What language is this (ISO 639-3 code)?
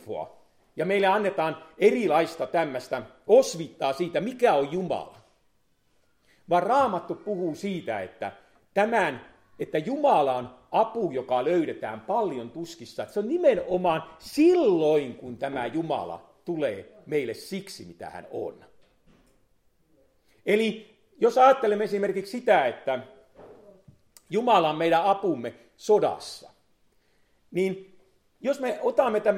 fin